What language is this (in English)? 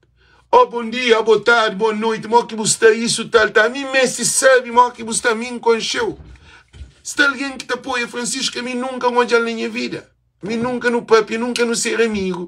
Kabuverdianu